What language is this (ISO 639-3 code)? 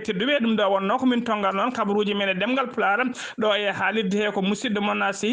ful